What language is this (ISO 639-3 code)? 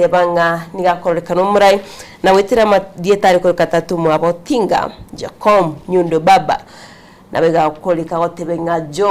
guz